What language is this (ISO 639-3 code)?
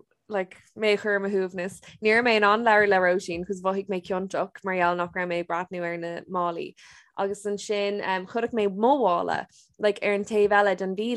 gle